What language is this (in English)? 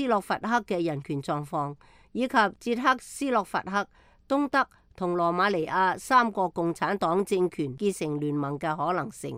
Cantonese